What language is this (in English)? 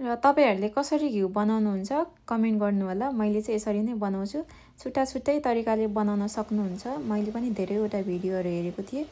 Nepali